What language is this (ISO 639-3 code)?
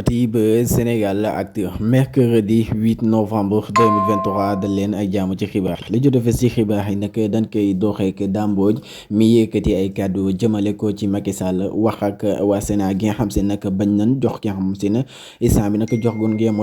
wol